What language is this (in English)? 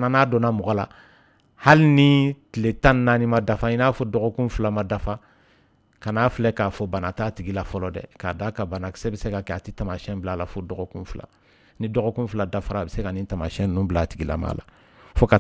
Dyula